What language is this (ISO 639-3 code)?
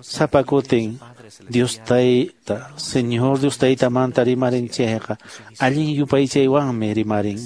que